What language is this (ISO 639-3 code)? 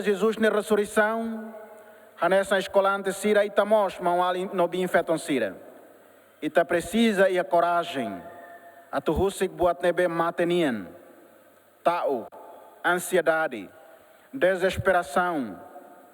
tet